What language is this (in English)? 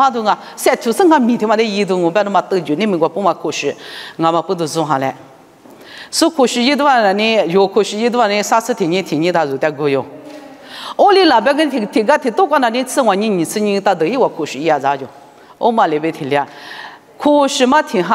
Lisu